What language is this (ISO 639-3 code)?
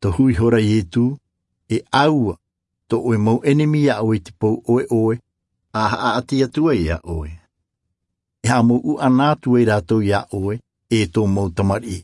tah